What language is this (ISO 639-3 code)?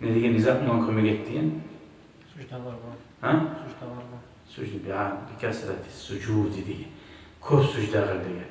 kum